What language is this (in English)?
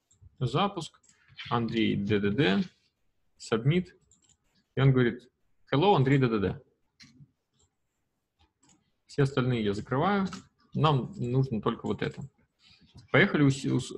Russian